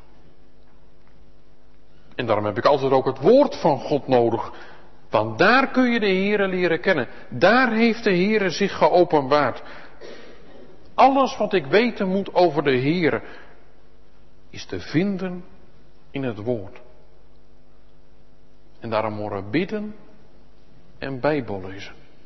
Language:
Dutch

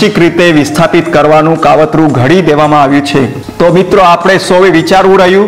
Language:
Gujarati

